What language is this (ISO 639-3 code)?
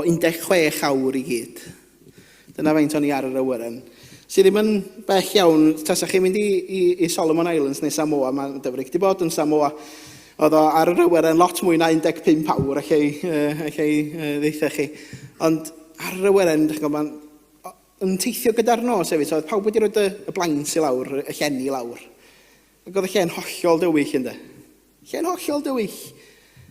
cym